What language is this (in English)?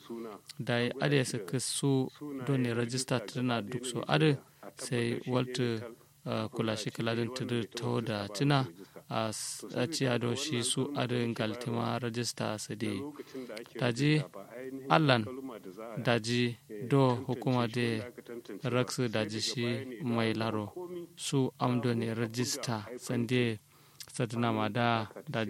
Kanuri